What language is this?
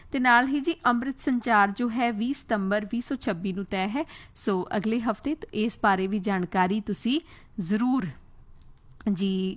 Punjabi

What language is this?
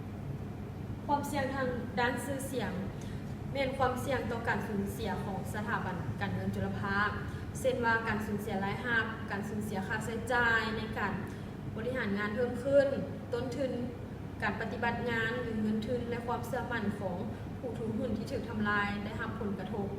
Lao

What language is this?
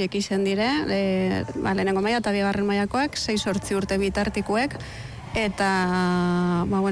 Basque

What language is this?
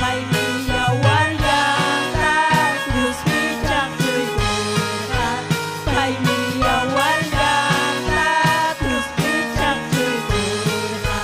Ayacucho Quechua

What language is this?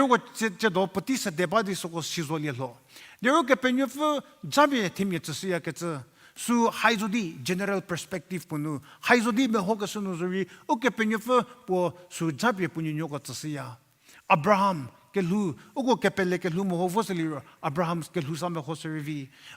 Angami Naga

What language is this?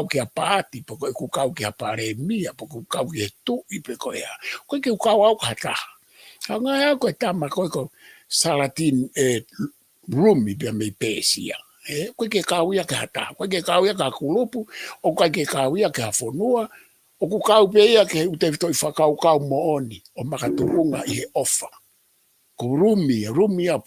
Tongan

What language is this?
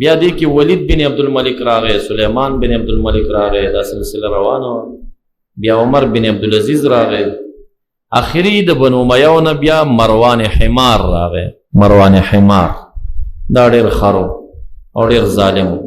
Pashto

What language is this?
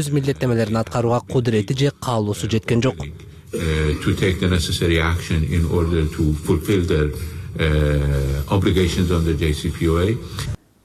Kyrgyz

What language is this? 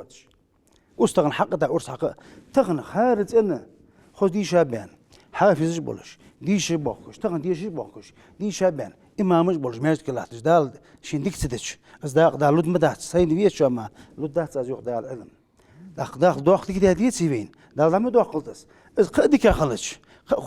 Ingush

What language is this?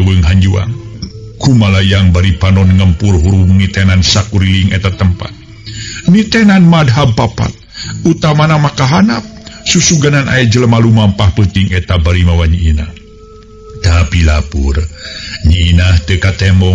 Sundanese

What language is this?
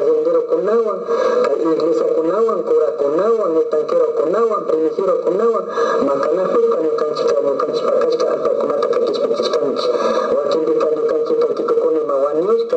Imbabura Highland Quichua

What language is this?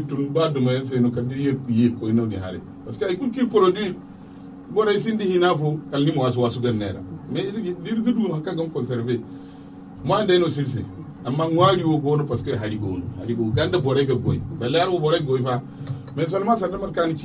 Zarma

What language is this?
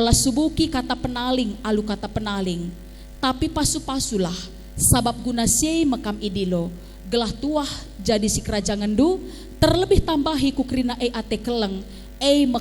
Batak Karo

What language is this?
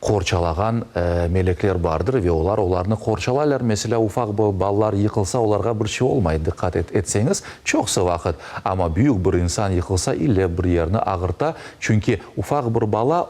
Crimean Tatar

